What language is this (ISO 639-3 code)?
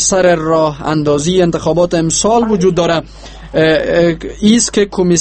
fas